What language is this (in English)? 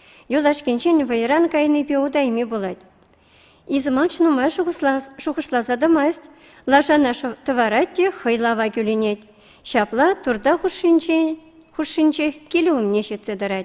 Chuvash